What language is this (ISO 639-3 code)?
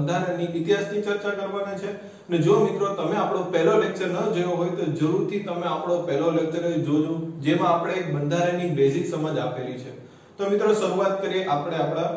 guj